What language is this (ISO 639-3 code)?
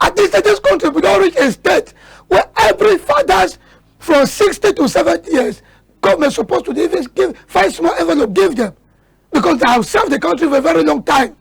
wes